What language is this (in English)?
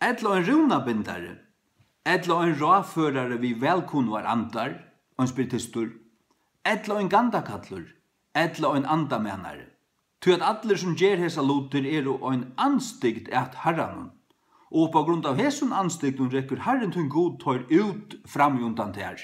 Faroese